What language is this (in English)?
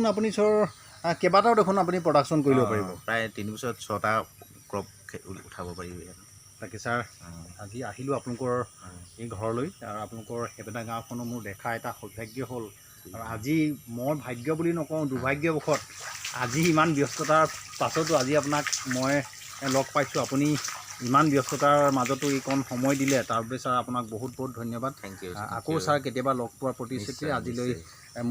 Assamese